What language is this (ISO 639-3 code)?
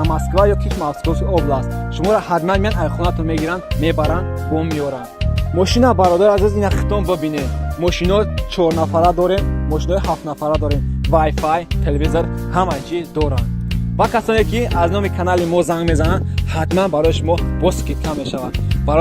tgk